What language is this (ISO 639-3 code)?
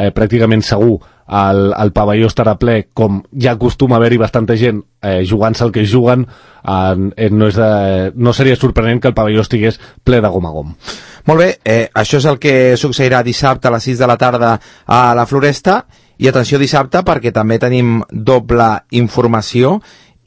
cat